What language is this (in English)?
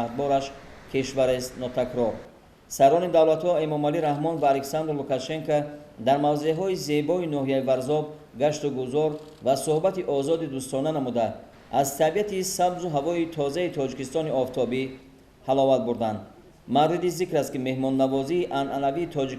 Tajik